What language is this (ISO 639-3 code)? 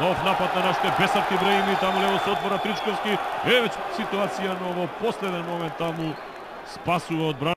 mkd